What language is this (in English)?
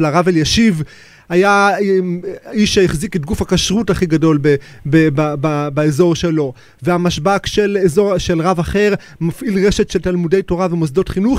Hebrew